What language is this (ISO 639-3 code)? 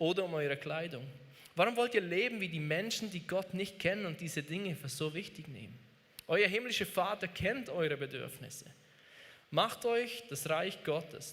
gsw